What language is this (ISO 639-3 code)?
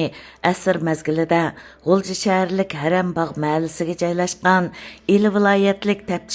uig